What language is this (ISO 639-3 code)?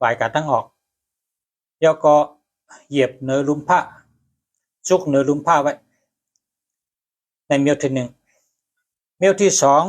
shn